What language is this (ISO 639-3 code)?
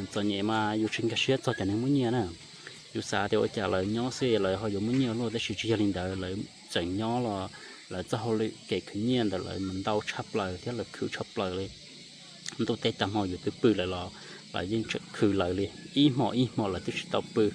hmn